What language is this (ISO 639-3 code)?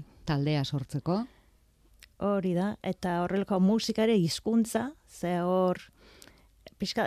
eus